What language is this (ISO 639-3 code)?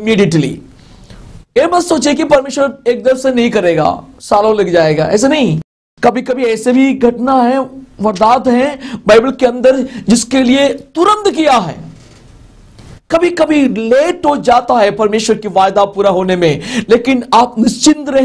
hin